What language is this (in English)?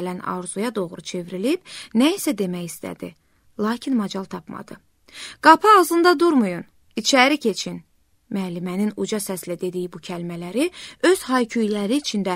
Azerbaijani